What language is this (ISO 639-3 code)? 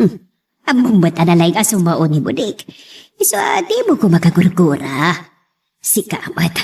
ilo